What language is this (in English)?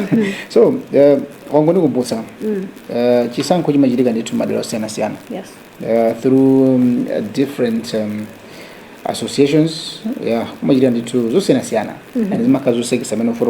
Nyanja